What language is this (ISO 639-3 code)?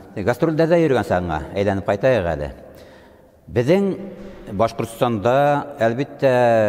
bak